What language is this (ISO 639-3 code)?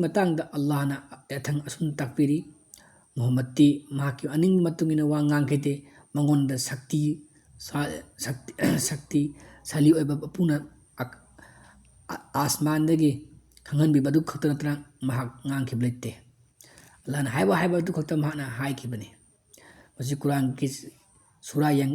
mni